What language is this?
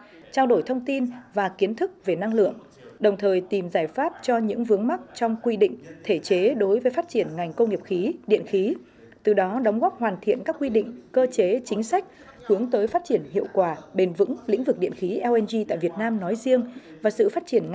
Vietnamese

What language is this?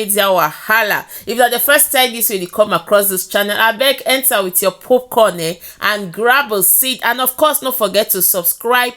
Nigerian Pidgin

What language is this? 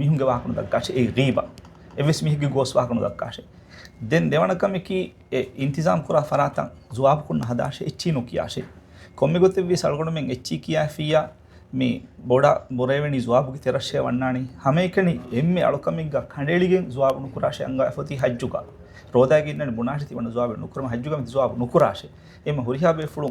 Divehi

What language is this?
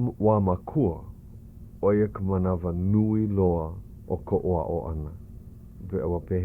Hawaiian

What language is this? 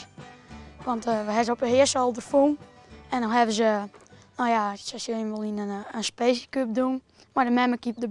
Western Frisian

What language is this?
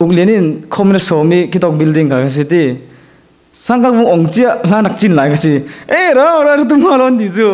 Falam Chin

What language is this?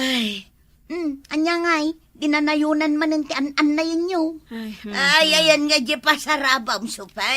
Iloko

